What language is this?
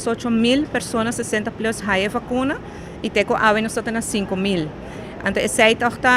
Papiamento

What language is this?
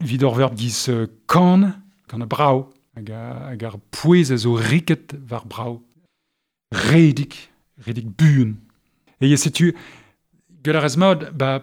Breton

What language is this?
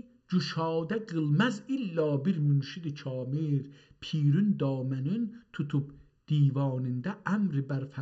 South Azerbaijani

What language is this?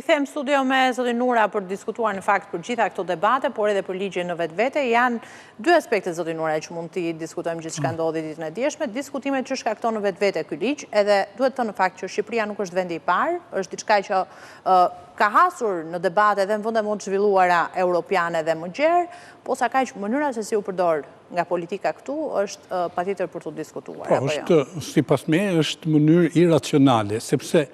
Albanian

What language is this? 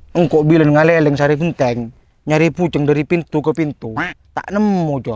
Madurese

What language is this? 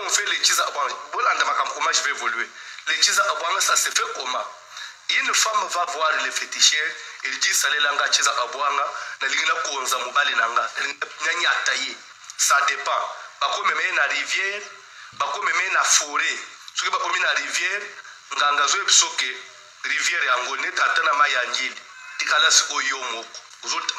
Lingala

